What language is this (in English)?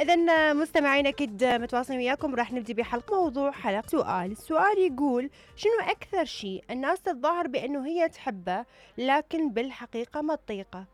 Mesopotamian Arabic